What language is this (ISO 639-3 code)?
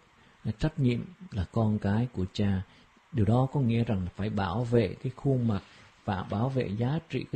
vie